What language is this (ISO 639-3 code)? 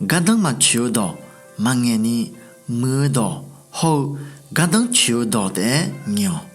ahk